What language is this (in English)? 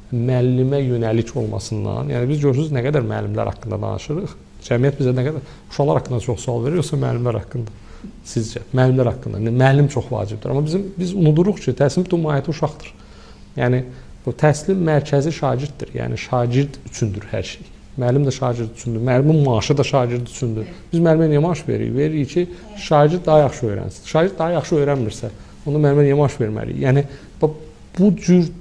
Azerbaijani